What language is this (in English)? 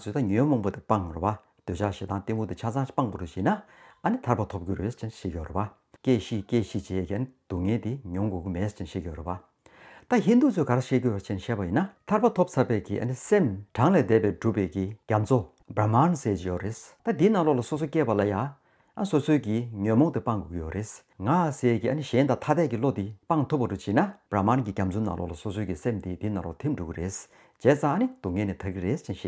Tibetan